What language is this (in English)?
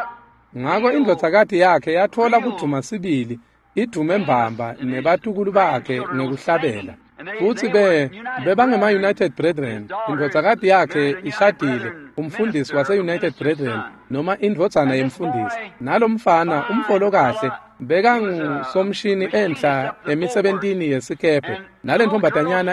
Swati